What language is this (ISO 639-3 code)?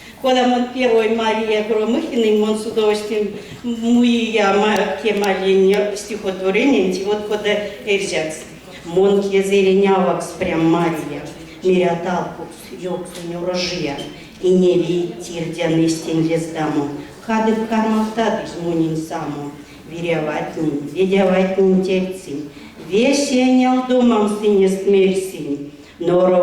myv